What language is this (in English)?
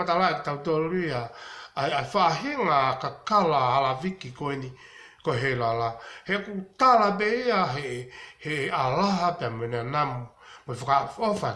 Tongan